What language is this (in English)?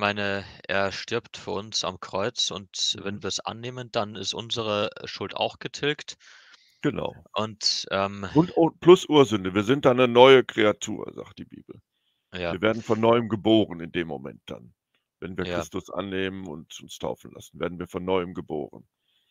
German